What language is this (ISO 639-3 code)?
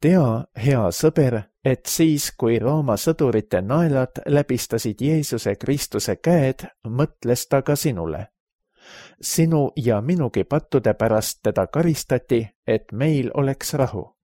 est